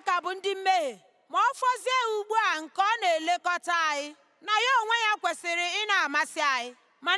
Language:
Igbo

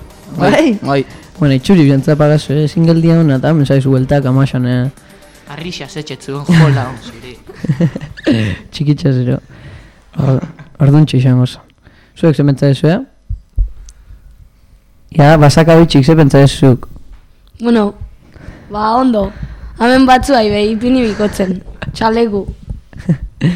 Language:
Basque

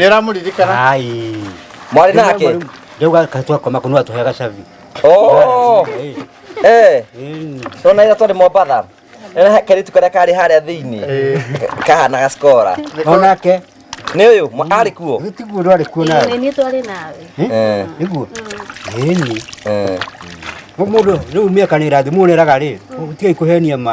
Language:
Kikuyu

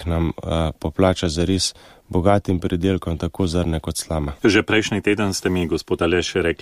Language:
Slovenian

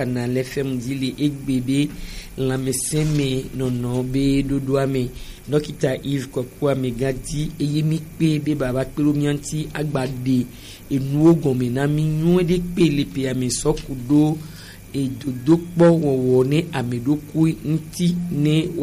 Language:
Gen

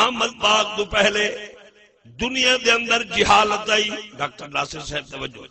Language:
Saraiki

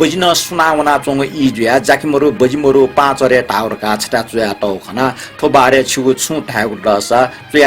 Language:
Newari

